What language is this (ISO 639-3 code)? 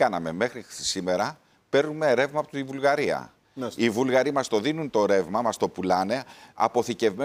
ell